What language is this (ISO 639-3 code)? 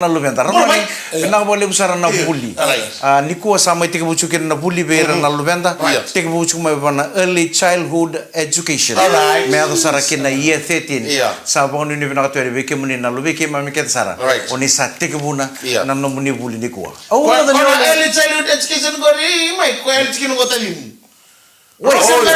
fij